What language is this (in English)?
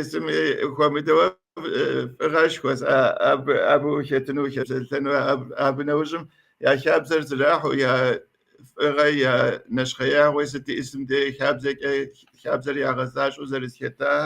Kabardian